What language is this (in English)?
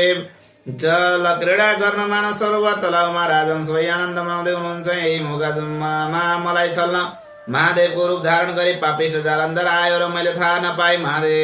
Nepali